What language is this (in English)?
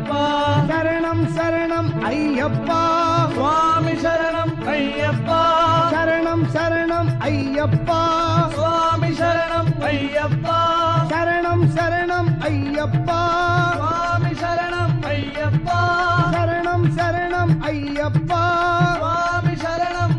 Telugu